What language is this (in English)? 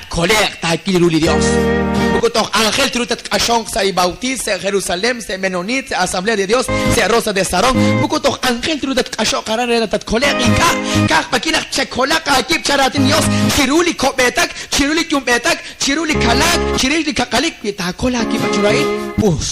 Kekchí